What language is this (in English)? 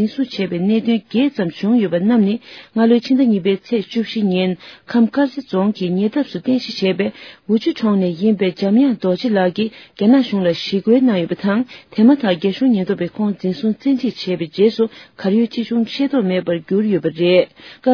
Tibetan